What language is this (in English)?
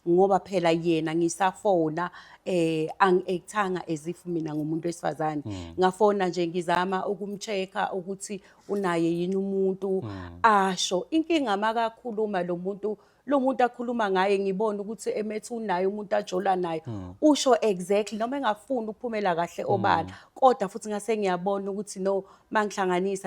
Zulu